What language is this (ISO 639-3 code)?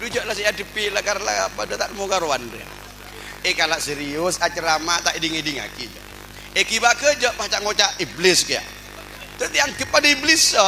mad